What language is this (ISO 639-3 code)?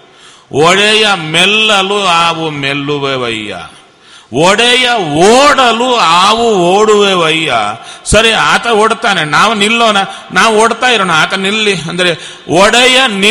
kan